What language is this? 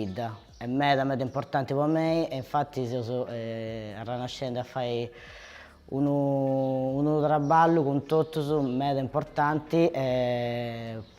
Sardinian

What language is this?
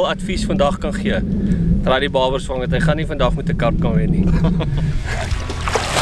Afrikaans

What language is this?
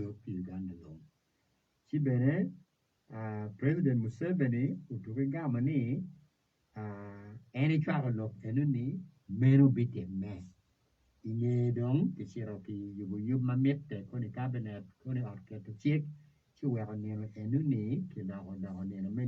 Acoli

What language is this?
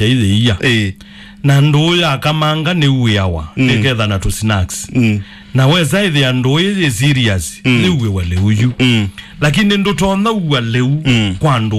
Kamba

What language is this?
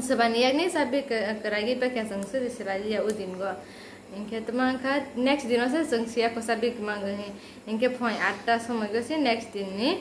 Kok Borok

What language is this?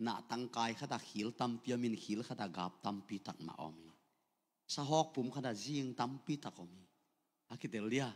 Tedim Chin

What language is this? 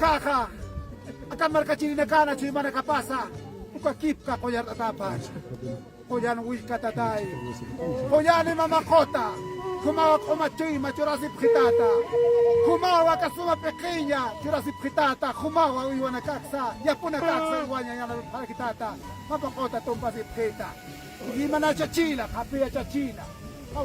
Aymara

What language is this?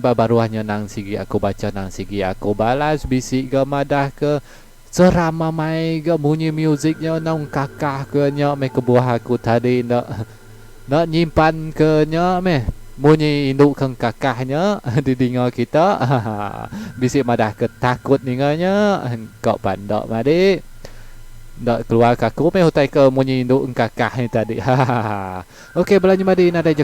Iban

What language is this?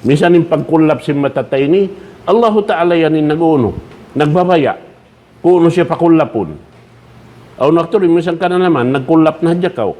Tausug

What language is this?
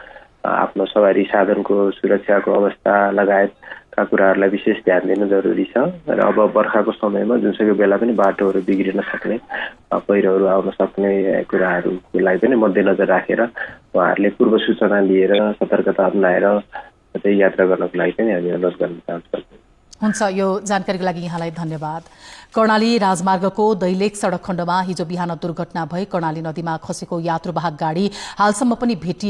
Nepali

